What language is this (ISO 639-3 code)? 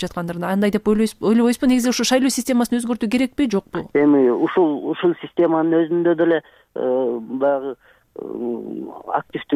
kir